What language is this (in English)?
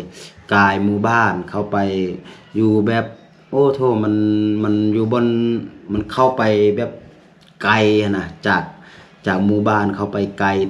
Lao